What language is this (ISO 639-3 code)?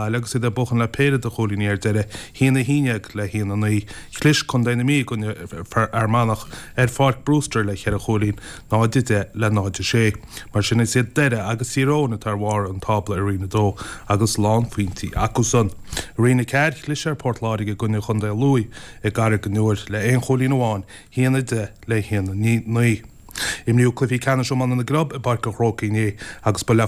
gle